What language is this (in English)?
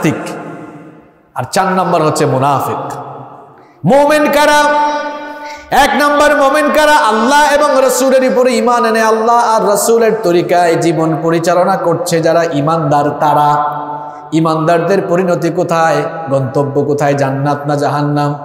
Bangla